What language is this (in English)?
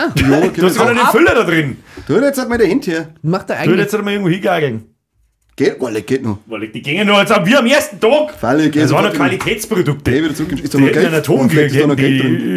Bavarian